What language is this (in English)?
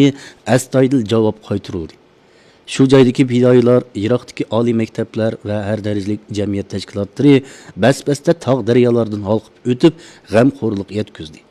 Uyghur